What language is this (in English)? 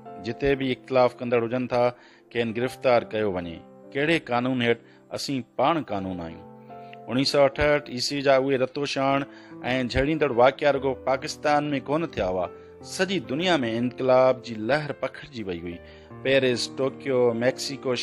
Sindhi